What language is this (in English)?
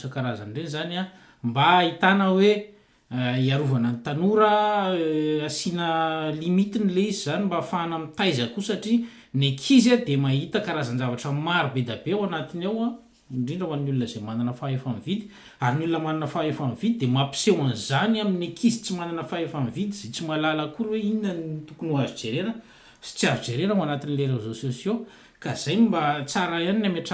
Malagasy